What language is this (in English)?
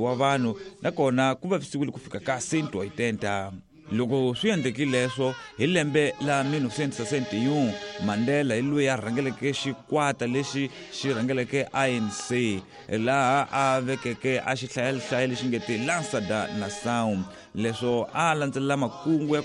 Tsonga